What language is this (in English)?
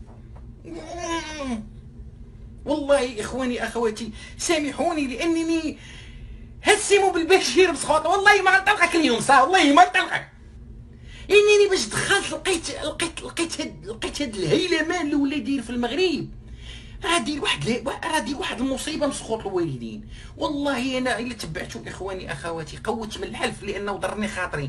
Moroccan Arabic